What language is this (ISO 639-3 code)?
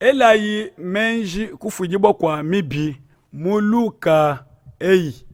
lua